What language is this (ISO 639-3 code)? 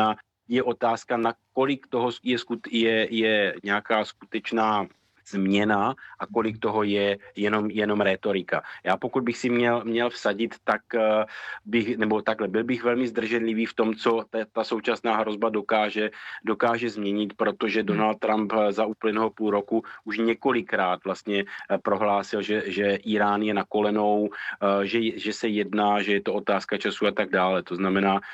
ces